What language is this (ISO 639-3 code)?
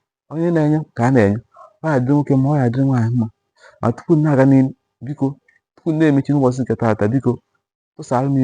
ibo